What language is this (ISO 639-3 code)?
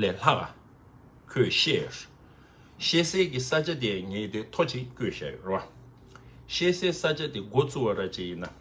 bod